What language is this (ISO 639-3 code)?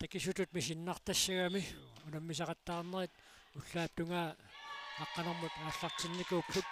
kal